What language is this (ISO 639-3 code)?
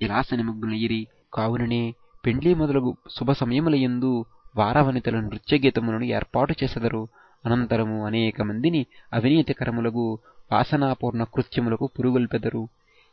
tel